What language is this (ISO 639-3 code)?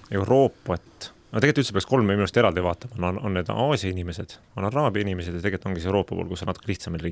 est